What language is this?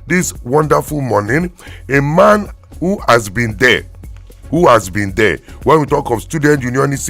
Nigerian Pidgin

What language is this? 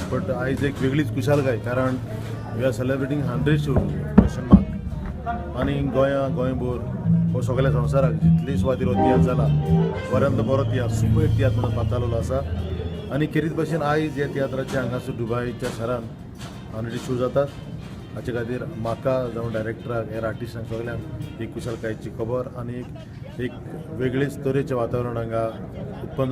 Konkani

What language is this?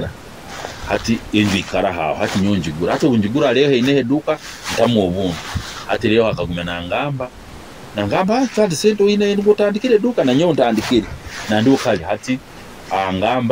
Nyoro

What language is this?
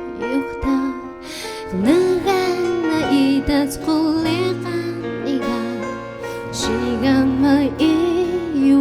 Atayal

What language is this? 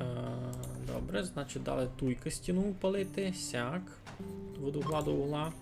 Rusyn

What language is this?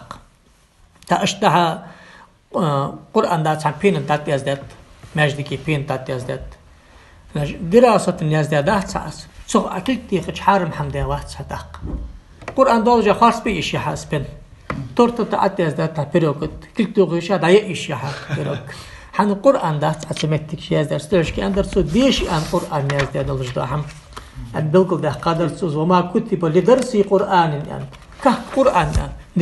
Ingush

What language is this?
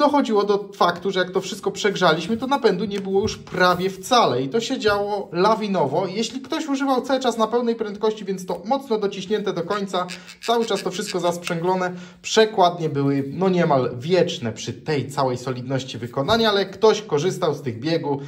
Polish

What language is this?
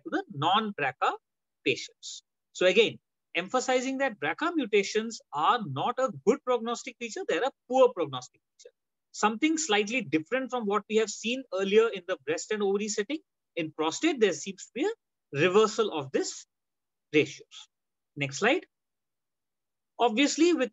English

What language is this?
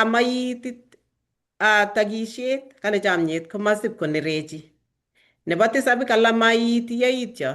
Kalenjin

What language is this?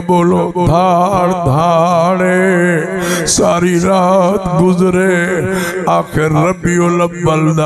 Saraiki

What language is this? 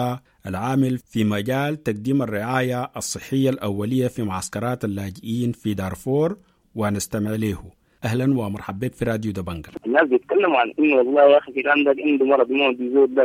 Sudanese Arabic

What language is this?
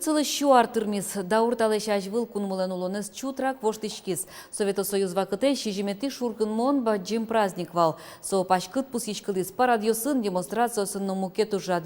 Udmurt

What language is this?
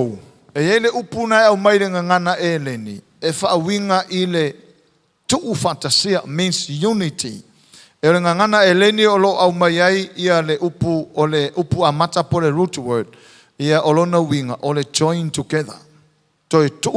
Samoan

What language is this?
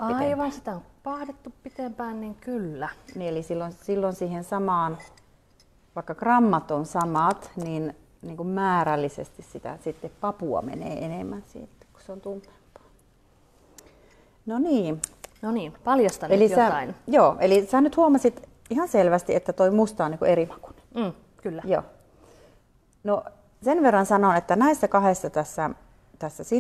Finnish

